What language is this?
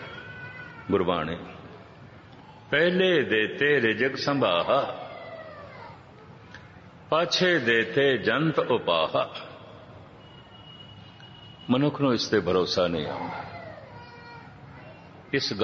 Punjabi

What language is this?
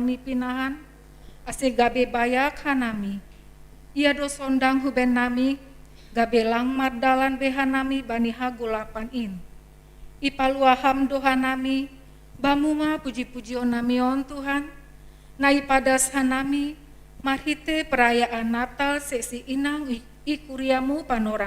Batak Simalungun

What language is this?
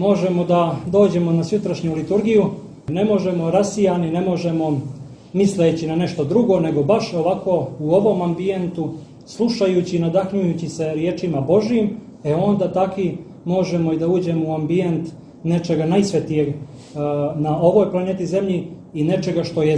Serbian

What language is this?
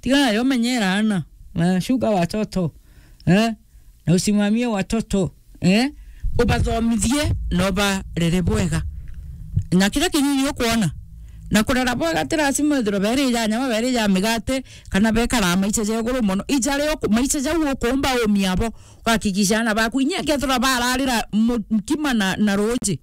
Meru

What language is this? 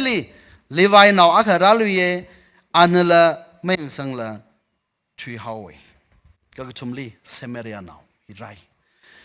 Tangkhul Naga (India)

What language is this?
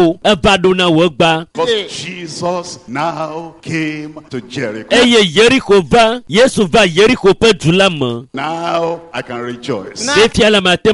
Ewe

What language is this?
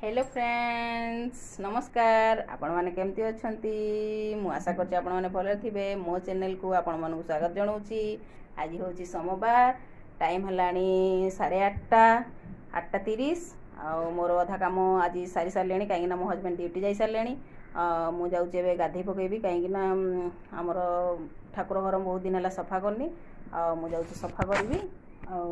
Odia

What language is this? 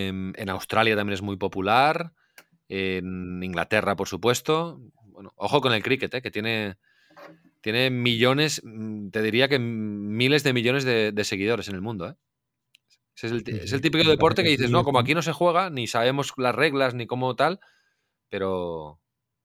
Spanish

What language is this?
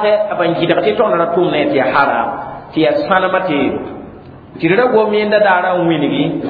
Mossi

